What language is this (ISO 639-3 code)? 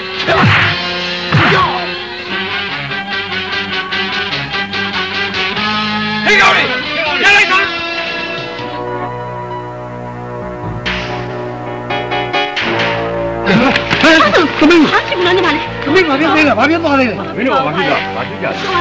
mya